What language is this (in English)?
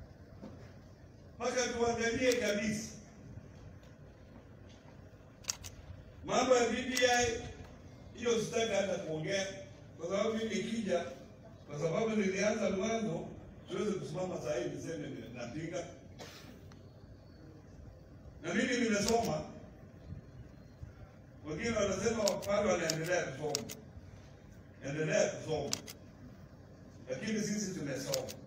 Swahili